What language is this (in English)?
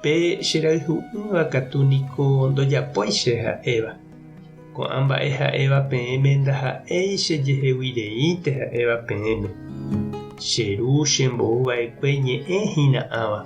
Guarani